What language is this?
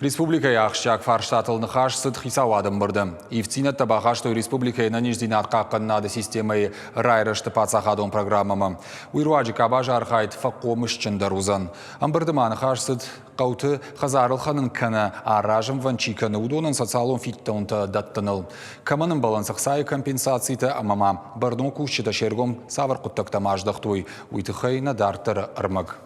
Ossetic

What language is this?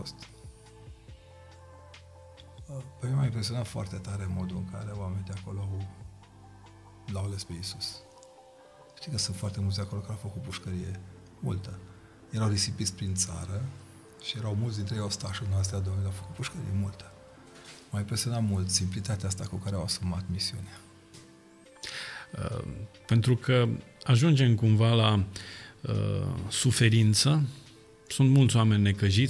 Romanian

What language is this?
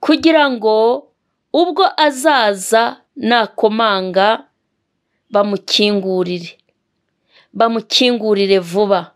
Kinyarwanda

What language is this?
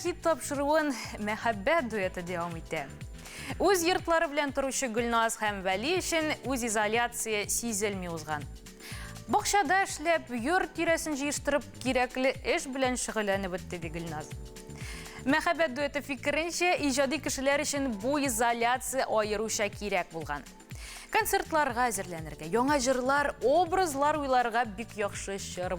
Tatar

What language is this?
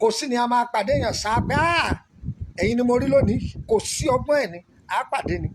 Yoruba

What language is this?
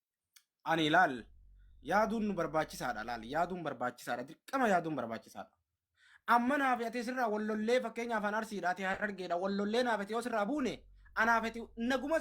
Oromo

